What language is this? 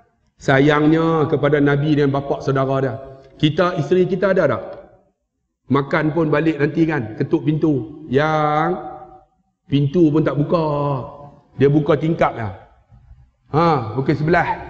Malay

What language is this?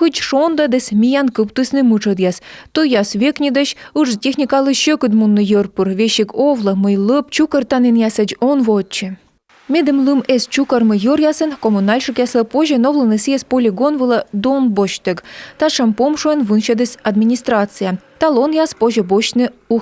Komi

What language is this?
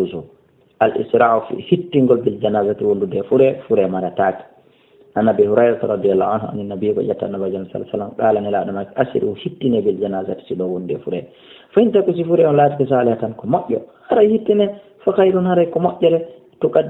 Fula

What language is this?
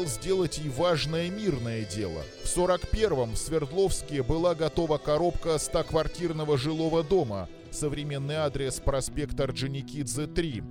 Russian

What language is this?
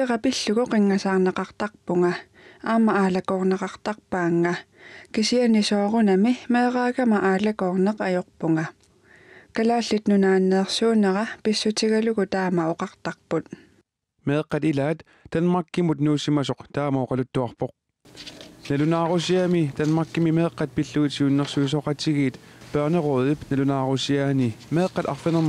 Kalaallisut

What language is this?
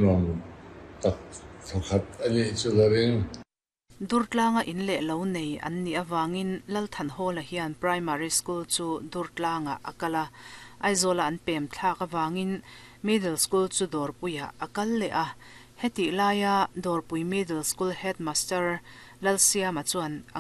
Mizo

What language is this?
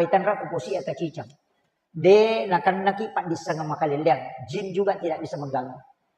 Buginese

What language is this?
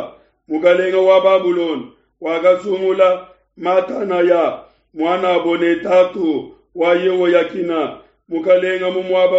Luba-Lulua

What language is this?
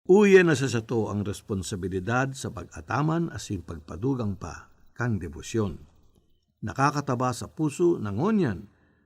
Bikol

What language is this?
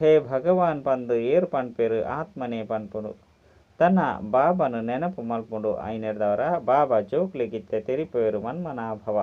Tulu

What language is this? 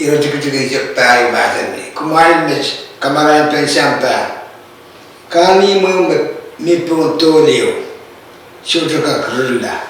Pohnpeian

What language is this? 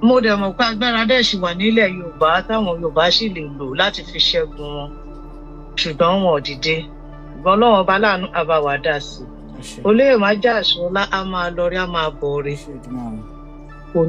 Yoruba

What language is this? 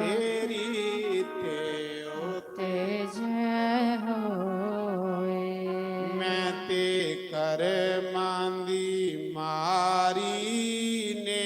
Dogri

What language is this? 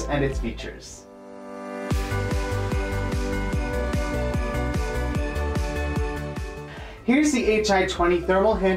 English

